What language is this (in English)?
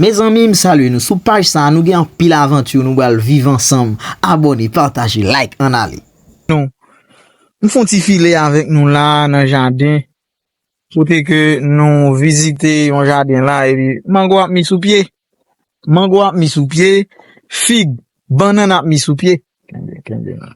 Haitian Creole